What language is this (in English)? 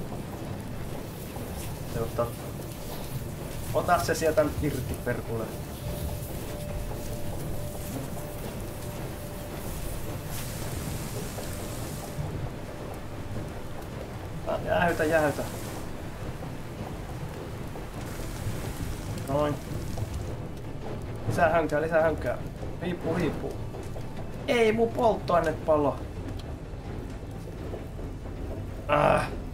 Finnish